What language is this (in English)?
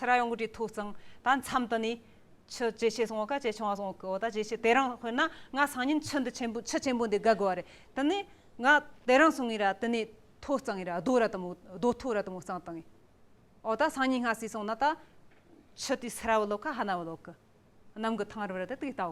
Tibetan